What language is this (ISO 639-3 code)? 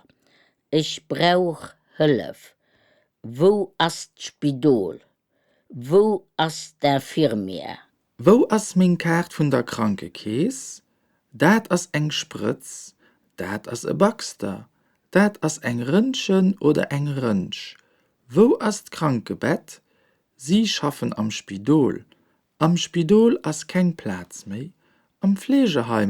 ltz